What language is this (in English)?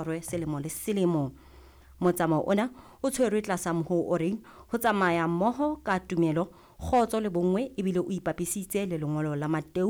Southern Sotho